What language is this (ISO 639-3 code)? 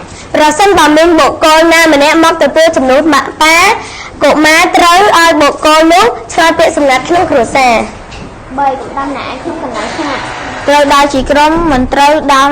khm